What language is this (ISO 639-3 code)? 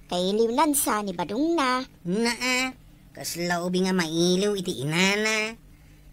ilo